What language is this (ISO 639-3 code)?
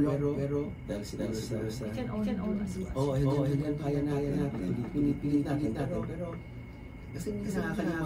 fil